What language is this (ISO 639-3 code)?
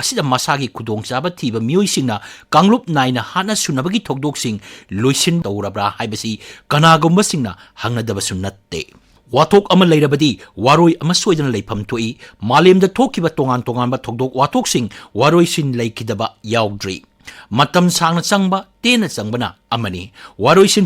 mni